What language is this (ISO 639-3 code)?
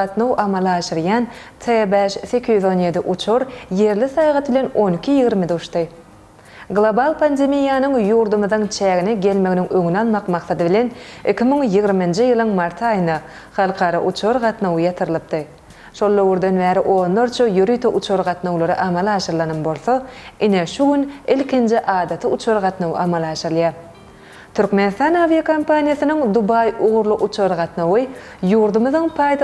tuk